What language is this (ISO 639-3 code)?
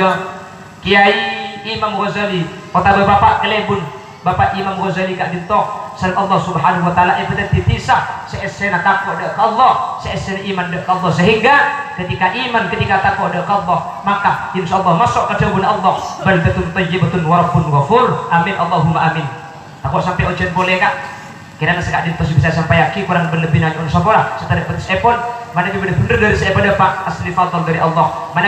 mad